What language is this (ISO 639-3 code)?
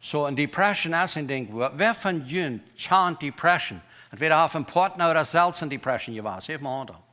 pdt